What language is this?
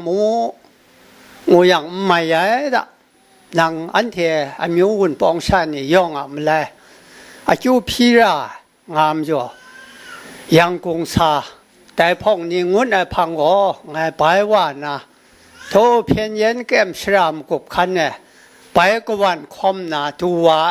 Kachin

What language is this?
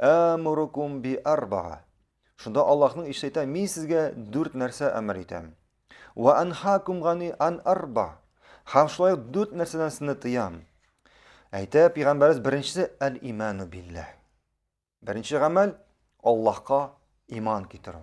Tatar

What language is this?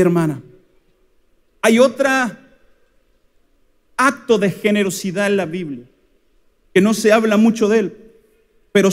Spanish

